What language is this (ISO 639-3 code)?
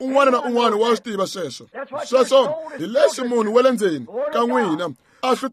tso